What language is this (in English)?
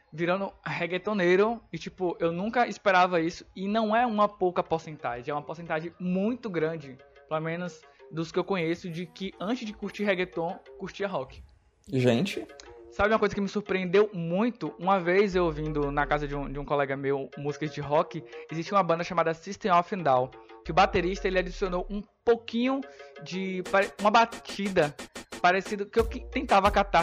Portuguese